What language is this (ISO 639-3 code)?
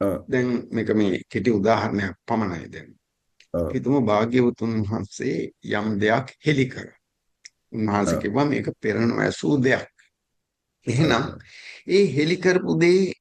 sin